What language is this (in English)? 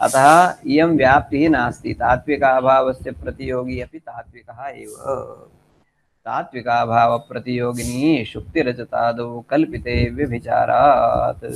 Sanskrit